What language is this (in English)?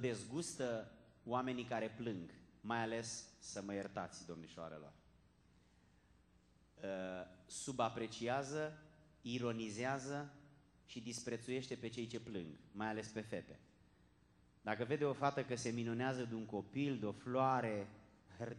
Romanian